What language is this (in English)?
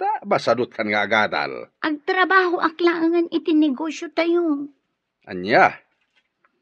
Iloko